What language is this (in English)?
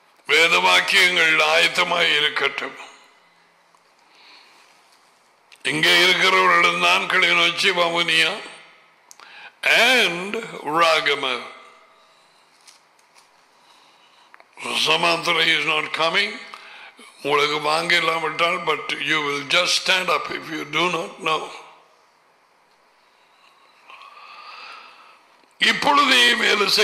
Tamil